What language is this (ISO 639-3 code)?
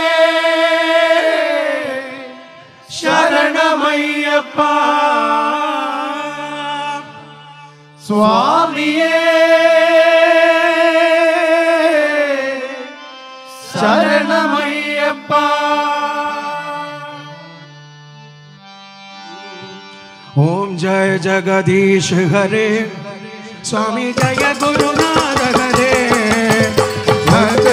mal